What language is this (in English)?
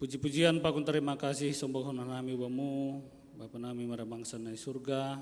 Batak Simalungun